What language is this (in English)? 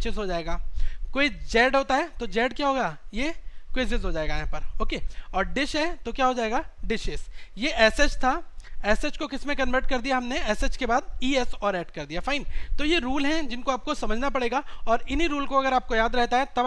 Hindi